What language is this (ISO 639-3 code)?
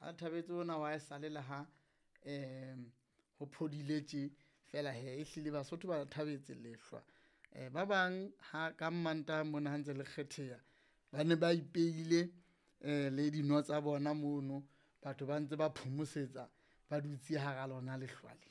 sot